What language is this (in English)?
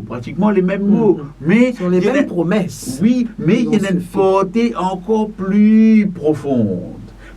Morisyen